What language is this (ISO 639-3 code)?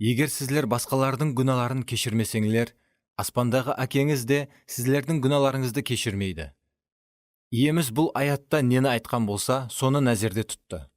kaa